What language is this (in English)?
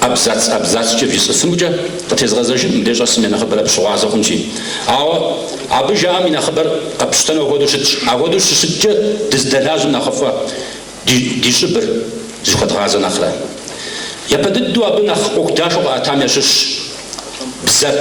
Kabardian